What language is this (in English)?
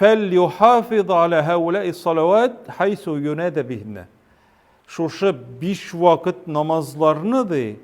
Tatar